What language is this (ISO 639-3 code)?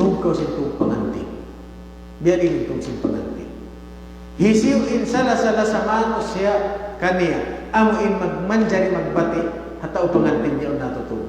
tsg